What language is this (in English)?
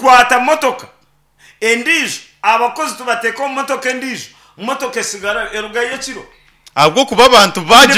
Nyankole